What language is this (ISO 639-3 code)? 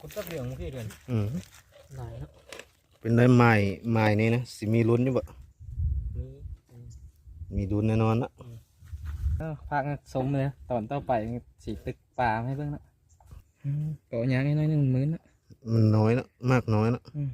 lao